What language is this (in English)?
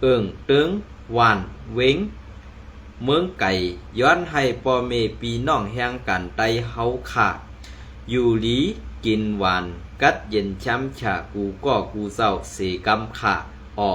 Shan